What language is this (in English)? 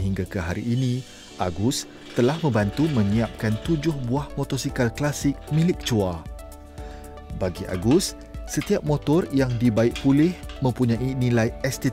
Malay